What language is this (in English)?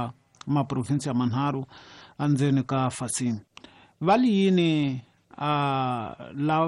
Tsonga